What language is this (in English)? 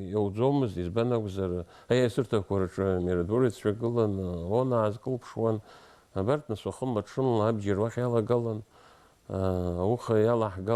Abkhazian